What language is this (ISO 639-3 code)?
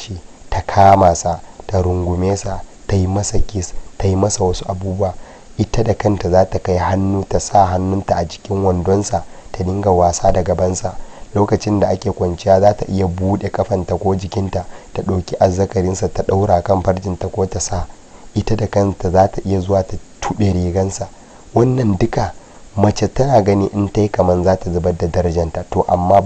hau